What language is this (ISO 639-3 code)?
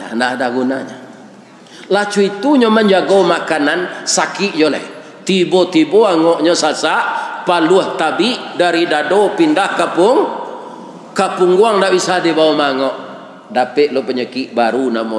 min